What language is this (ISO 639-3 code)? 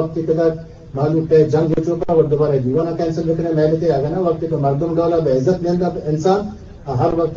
bgp